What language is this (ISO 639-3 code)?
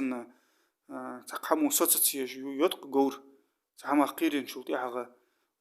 inh